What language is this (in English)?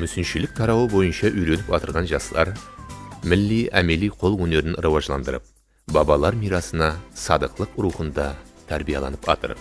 Kara-Kalpak